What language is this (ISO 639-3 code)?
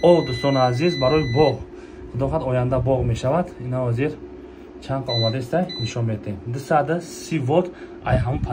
tgk